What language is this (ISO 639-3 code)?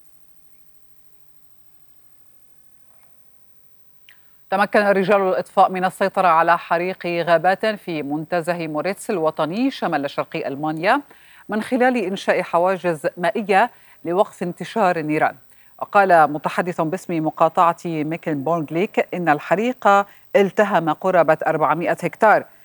ara